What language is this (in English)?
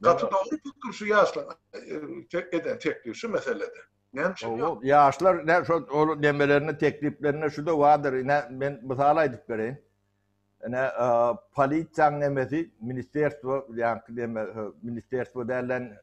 Turkmen